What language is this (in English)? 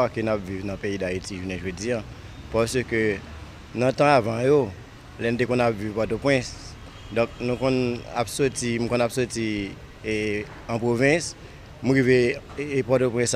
Haitian Creole